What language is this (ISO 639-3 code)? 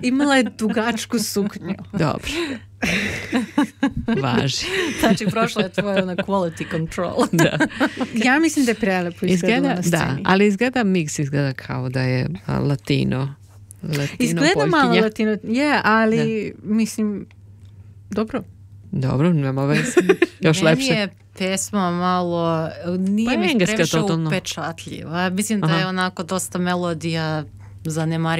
srp